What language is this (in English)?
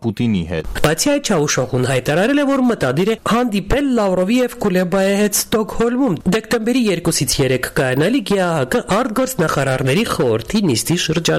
Armenian